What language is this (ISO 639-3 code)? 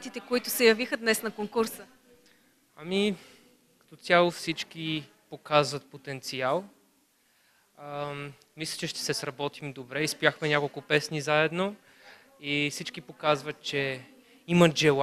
bul